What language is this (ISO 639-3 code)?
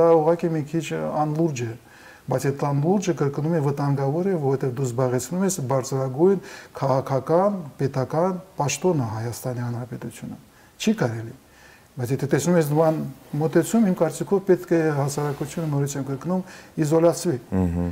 hye